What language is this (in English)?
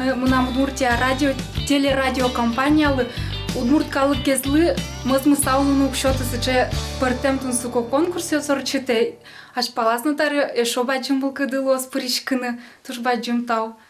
Udmurt